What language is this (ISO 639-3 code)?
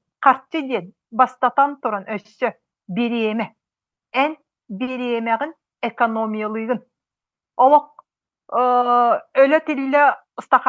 sah